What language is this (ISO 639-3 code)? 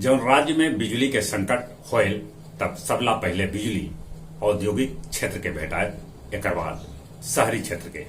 mag